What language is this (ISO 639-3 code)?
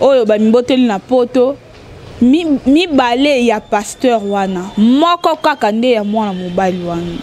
lin